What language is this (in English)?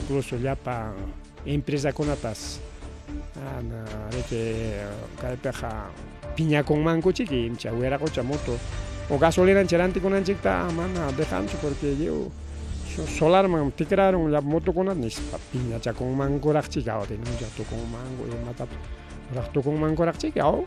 Ayacucho Quechua